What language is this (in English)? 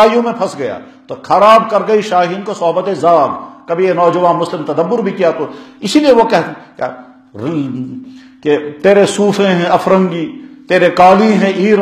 Urdu